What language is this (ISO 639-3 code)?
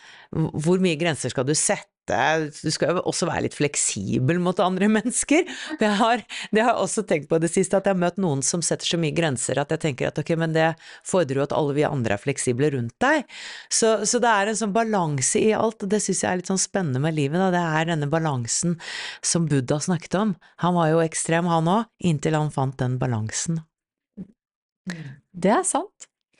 nor